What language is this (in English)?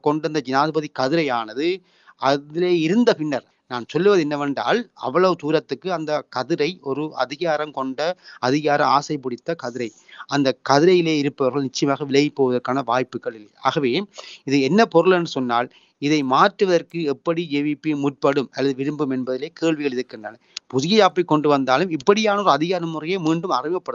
Tamil